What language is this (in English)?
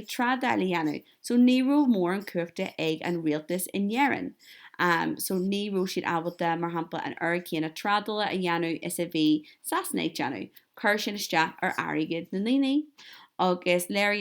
Irish